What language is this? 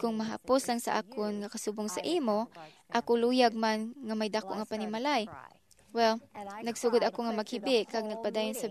Hiligaynon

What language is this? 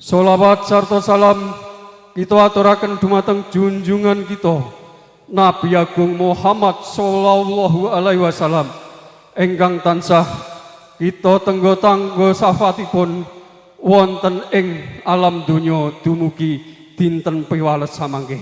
Javanese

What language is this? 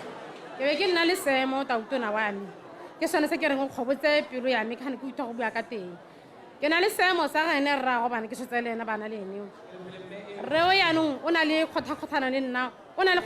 Tswana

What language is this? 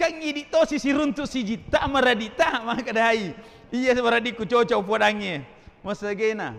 Buginese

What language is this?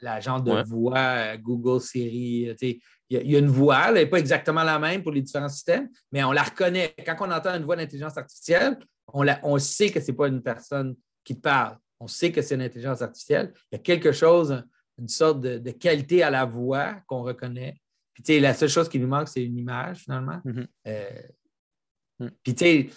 French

